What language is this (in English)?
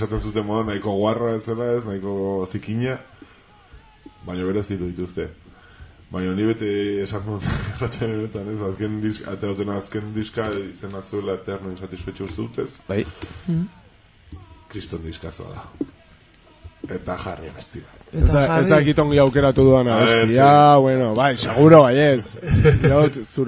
Basque